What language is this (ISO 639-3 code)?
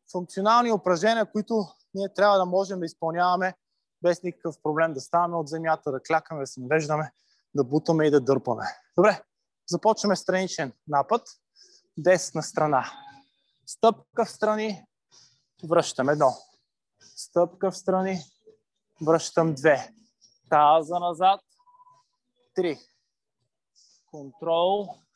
bul